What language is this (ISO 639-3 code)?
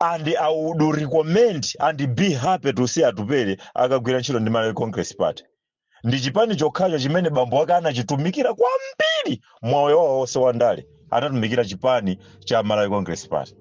nya